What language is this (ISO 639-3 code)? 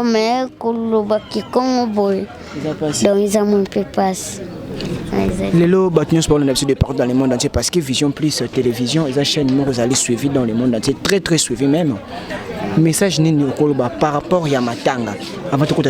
lin